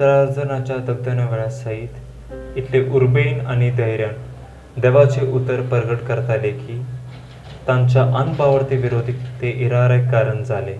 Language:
Konkani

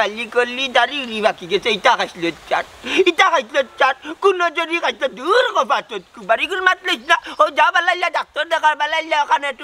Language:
Sylheti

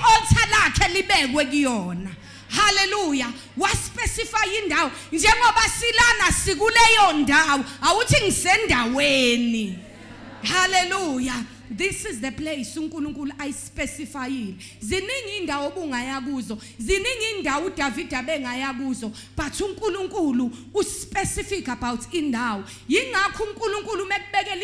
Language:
Zulu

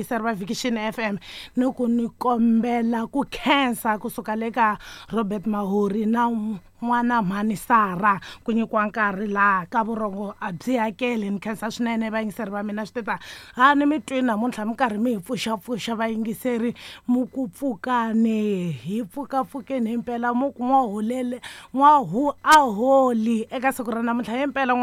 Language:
Tsonga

